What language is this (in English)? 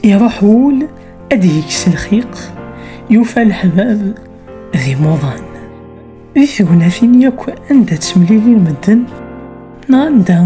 Kabyle